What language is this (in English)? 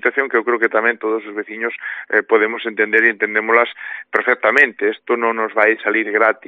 Galician